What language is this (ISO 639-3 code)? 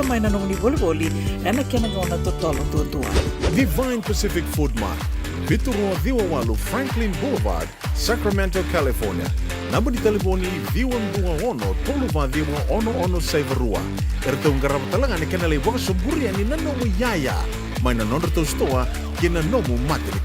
fij